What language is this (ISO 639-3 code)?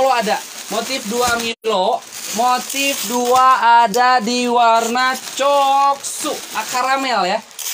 ind